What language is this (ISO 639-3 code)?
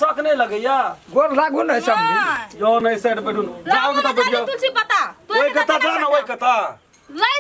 mai